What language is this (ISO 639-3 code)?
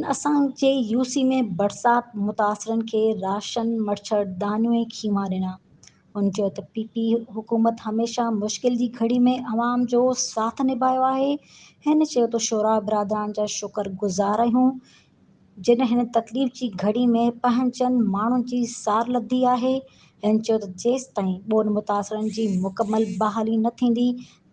snd